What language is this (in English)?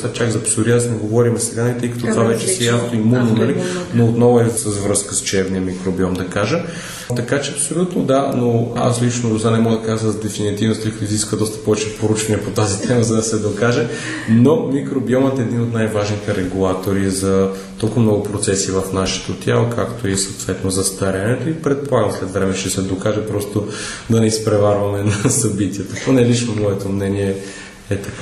Bulgarian